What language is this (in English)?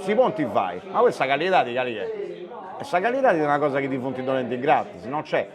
Sardinian